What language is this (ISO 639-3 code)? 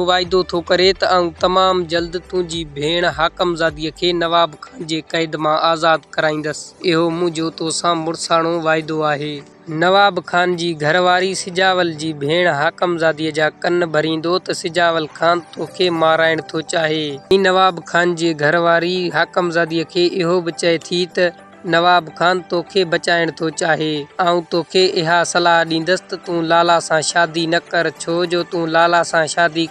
snd